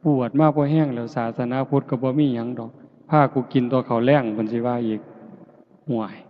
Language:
Northeastern Thai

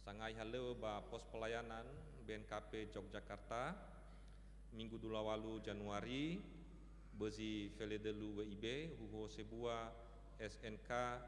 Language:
Nias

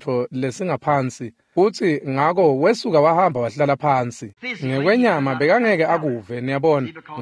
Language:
Swati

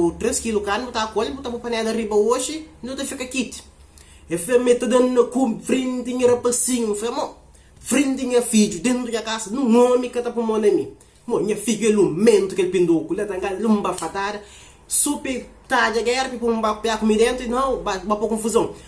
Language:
Kabuverdianu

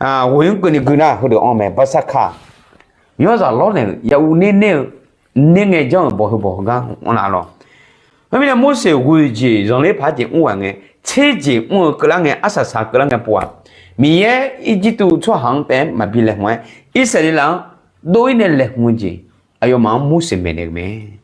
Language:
Akha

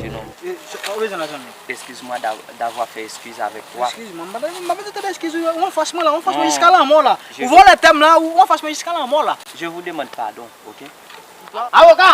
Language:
Haitian Creole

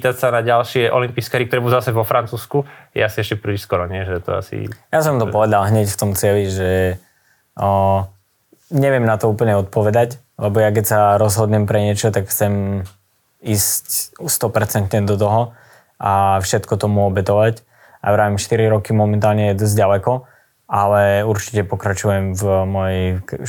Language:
Slovak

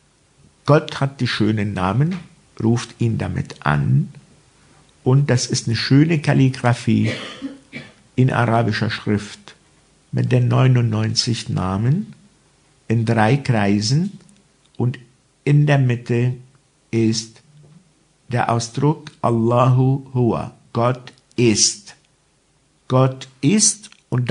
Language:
German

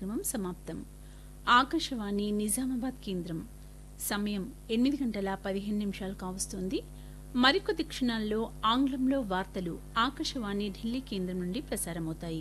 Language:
Telugu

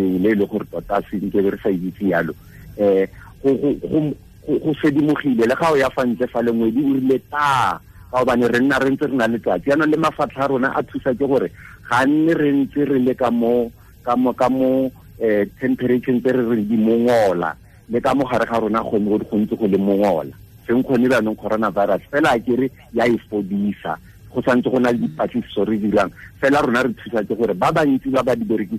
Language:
Tswana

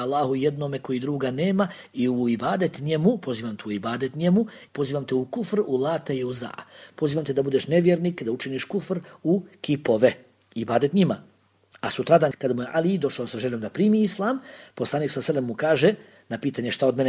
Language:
Bosnian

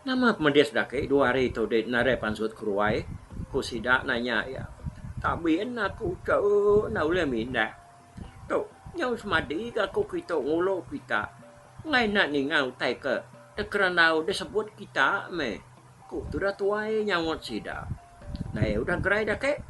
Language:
Iban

